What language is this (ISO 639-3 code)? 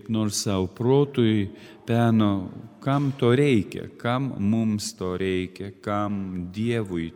lit